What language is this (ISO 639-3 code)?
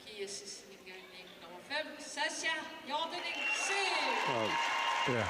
kal